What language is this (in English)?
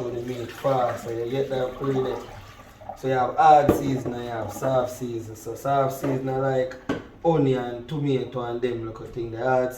Jamaican Creole English